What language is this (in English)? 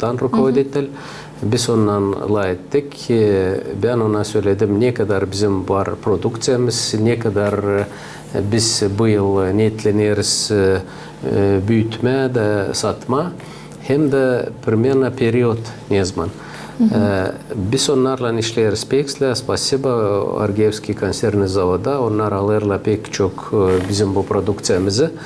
Gagauz